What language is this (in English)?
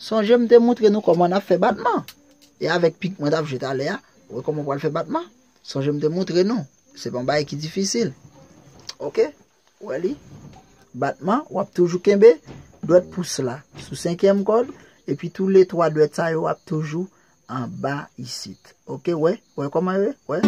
Haitian Creole